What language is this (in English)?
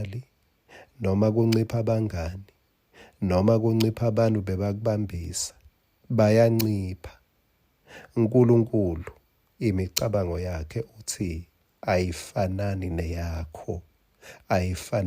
Swati